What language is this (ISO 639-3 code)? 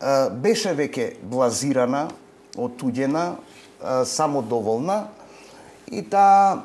mkd